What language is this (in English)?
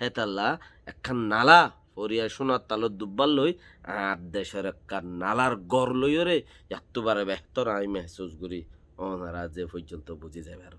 Rohingya